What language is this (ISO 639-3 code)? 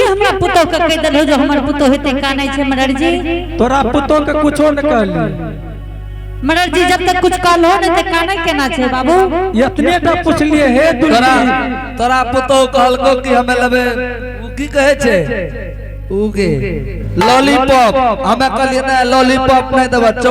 anp